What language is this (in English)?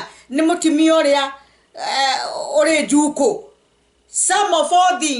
Kikuyu